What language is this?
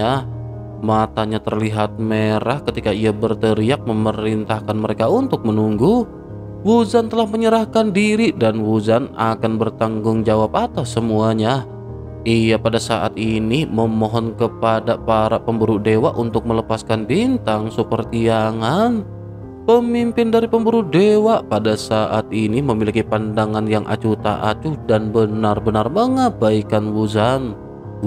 Indonesian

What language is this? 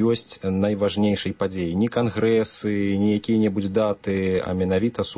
Belarusian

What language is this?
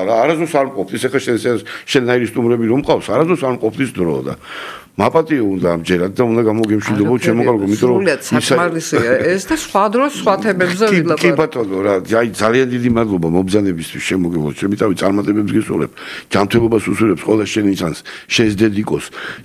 Georgian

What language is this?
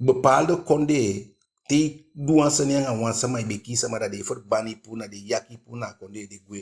Eastern Maroon Creole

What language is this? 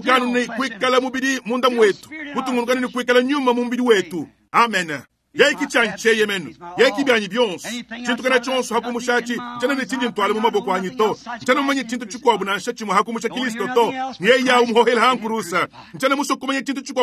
Luba-Lulua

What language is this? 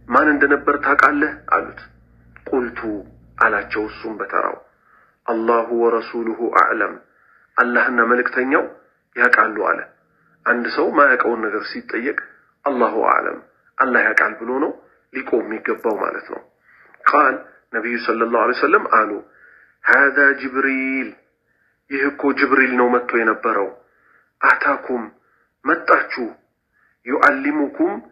Amharic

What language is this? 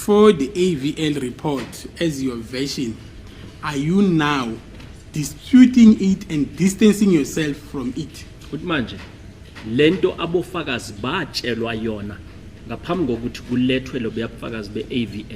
Zulu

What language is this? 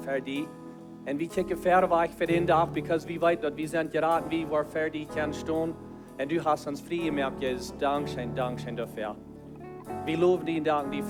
Plautdietsch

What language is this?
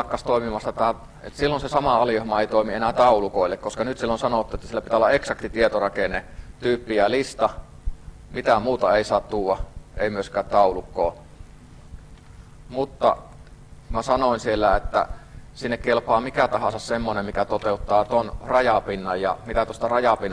Finnish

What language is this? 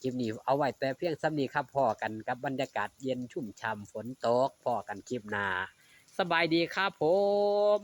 Northeastern Thai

